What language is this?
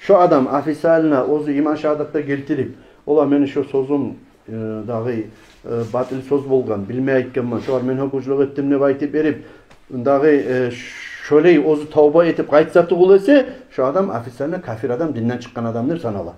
Kumyk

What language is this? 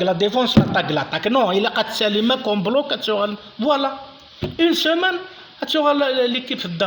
Kabyle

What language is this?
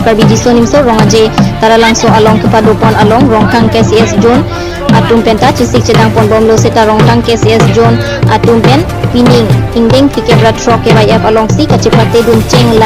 Karbi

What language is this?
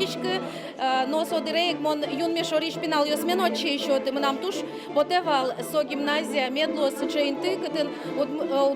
Udmurt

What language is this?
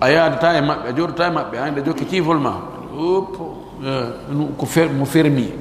Pular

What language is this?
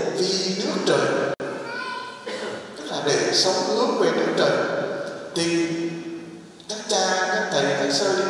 Vietnamese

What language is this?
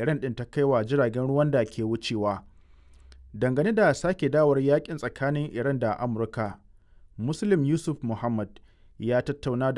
Hausa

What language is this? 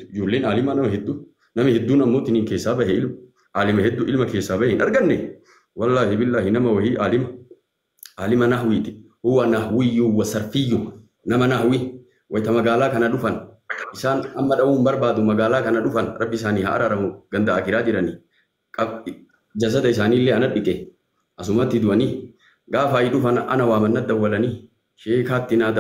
Oromo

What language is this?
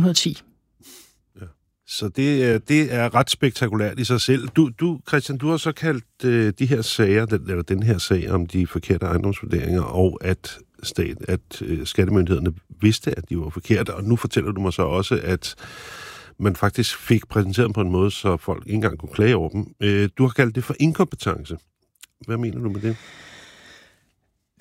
Danish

